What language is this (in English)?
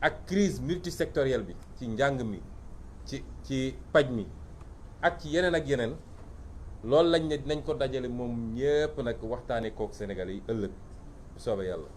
Wolof